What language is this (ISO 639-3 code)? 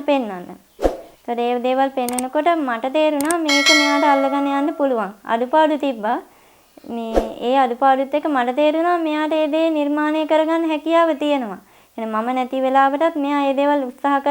sin